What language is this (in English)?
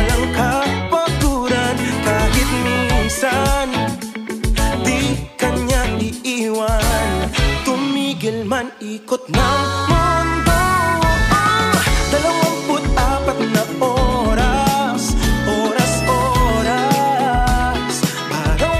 Filipino